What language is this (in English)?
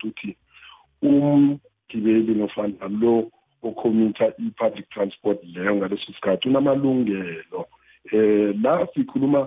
South Ndebele